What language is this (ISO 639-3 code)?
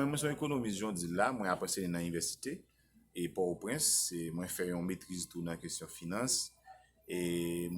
hat